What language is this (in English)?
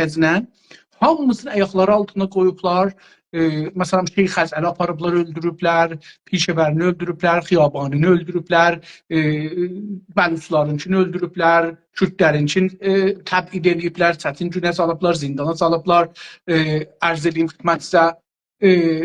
South Azerbaijani